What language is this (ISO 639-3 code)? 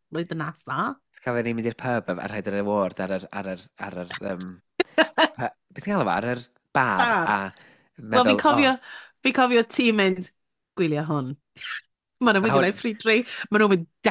cym